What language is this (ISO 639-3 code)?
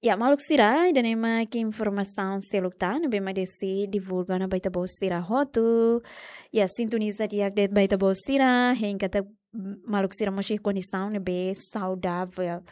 tet